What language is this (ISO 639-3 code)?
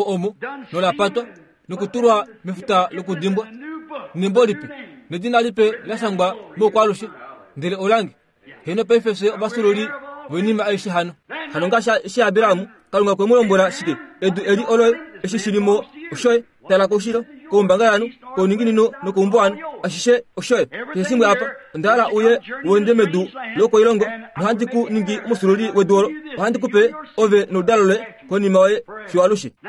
kua